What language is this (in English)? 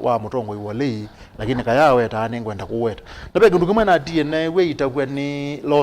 Kamba